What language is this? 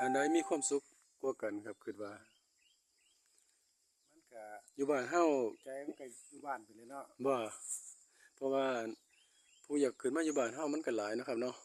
Northeastern Thai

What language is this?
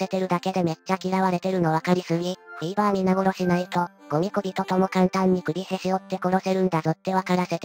Japanese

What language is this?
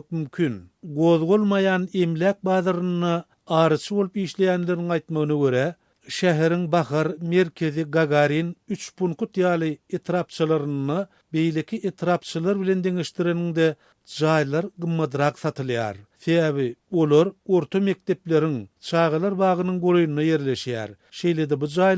Turkmen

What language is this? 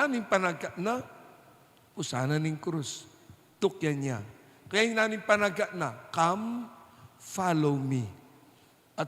Pampanga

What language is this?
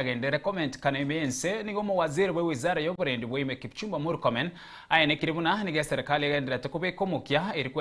Gusii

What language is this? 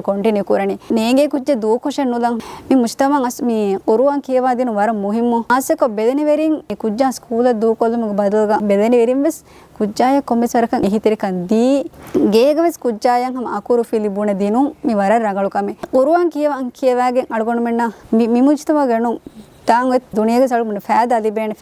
Divehi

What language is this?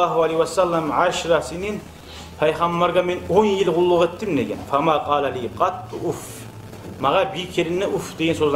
Kumyk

